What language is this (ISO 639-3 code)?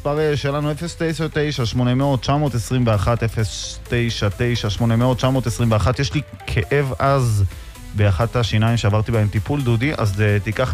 heb